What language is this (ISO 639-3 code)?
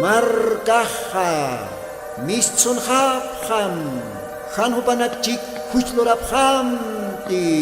aym